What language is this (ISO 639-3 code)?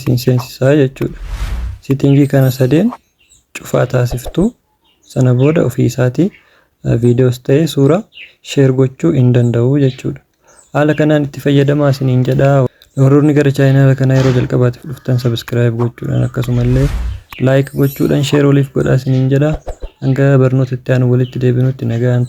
orm